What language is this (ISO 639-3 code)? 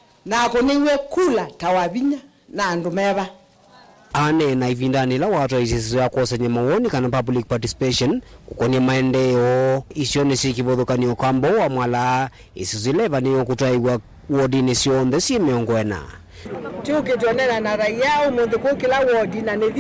kam